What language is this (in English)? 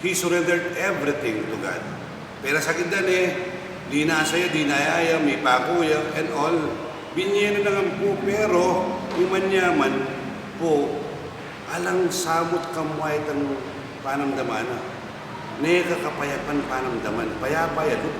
Pampanga